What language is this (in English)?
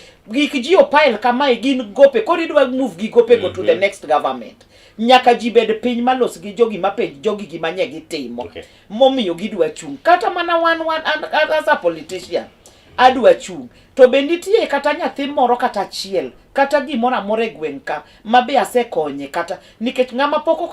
Luo (Kenya and Tanzania)